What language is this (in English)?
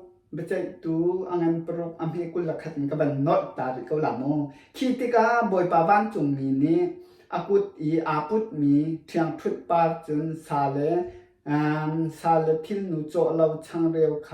Hakha Chin